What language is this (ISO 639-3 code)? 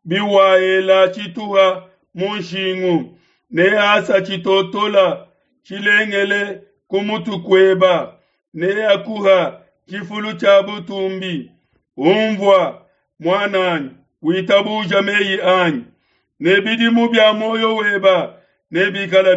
lua